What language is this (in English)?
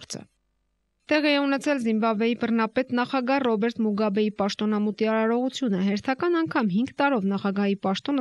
Armenian